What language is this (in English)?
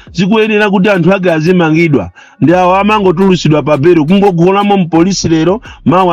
Nyanja